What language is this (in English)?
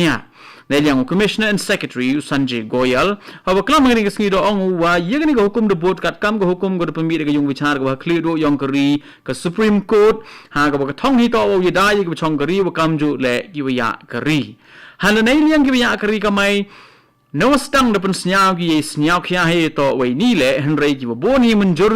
Khasi